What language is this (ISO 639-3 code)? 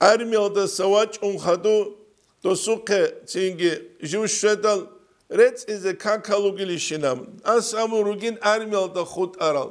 ava